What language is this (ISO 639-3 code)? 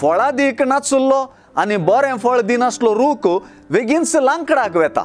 kok